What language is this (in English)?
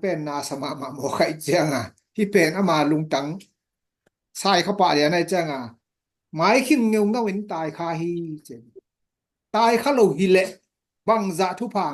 Tedim Chin